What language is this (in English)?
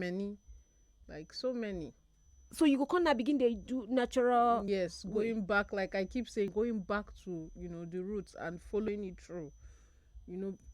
Nigerian Pidgin